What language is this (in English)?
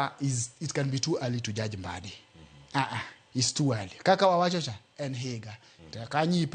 Luo (Kenya and Tanzania)